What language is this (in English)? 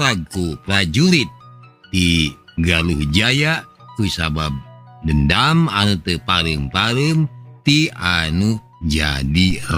Sundanese